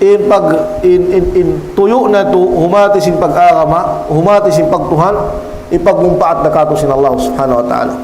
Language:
Tausug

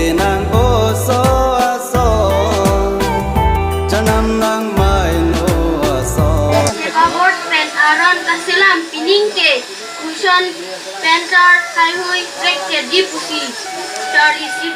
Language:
Karbi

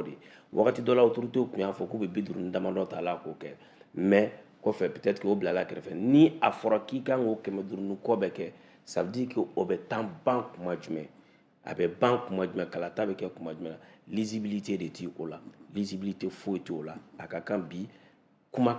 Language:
Bambara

